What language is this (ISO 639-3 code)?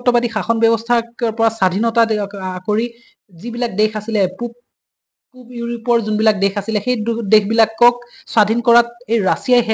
asm